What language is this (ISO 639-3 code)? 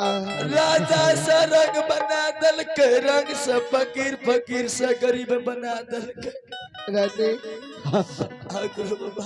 mai